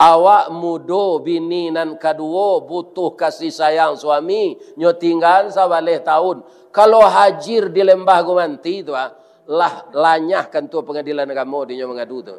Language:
Minangkabau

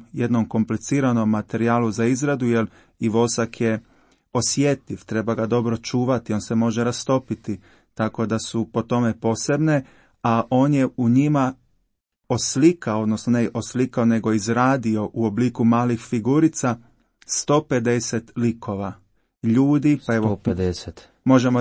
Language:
Croatian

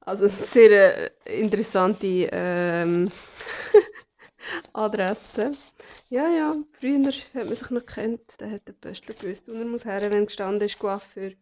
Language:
Swiss German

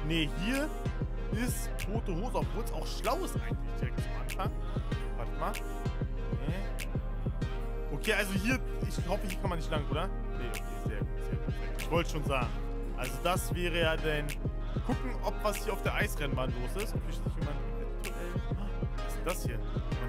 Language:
German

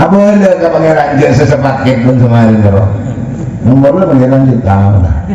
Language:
Madurese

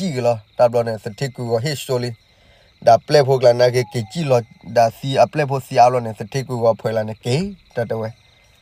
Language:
S'gaw Karen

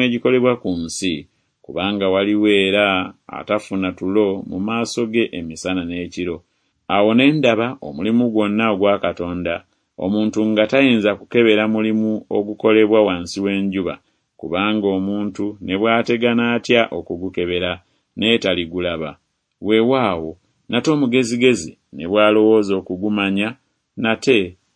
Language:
Ganda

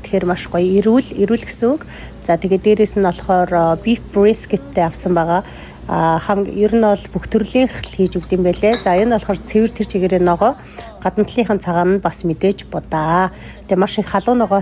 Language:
Mongolian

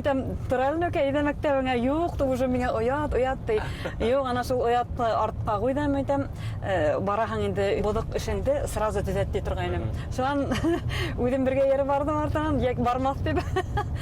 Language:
Bashkir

